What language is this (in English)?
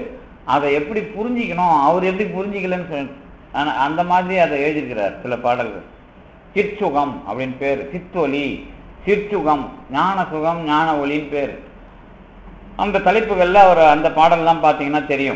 Tamil